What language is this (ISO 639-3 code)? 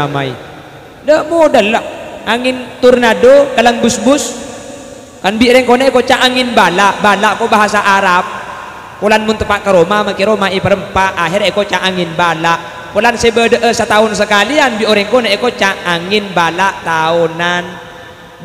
mad